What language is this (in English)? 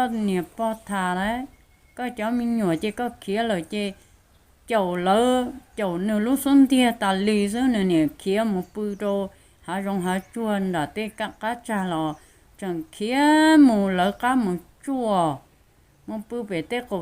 Hmong